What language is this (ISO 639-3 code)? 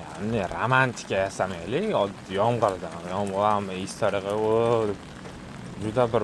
uzb